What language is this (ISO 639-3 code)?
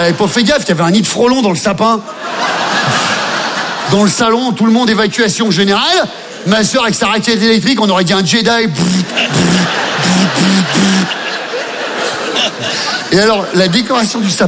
fra